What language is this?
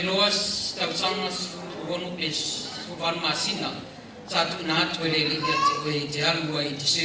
Samoan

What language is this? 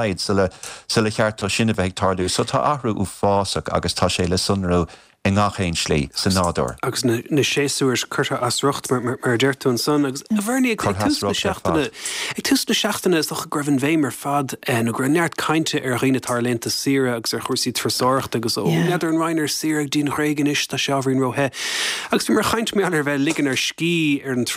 Irish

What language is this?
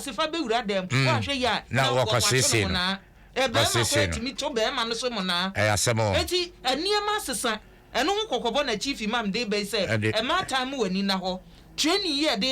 Akan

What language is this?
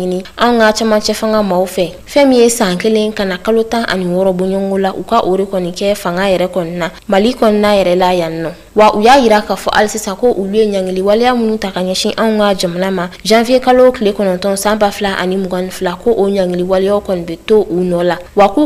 Bambara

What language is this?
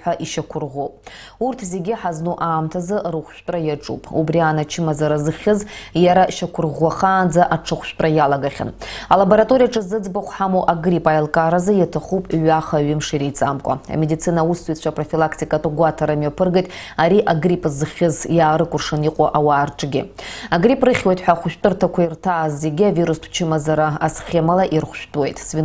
Abkhazian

